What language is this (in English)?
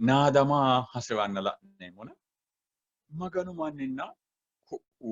Sidamo